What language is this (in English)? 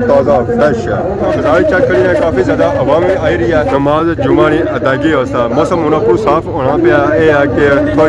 Pahari-Potwari